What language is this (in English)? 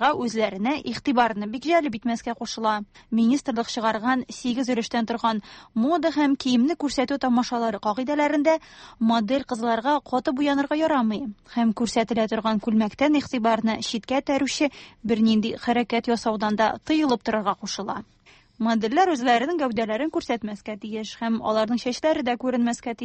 Tatar